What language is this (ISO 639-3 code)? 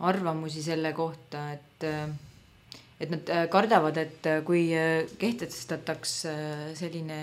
est